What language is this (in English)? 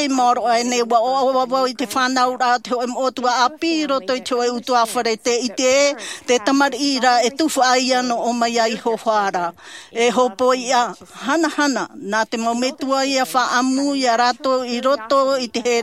Tahitian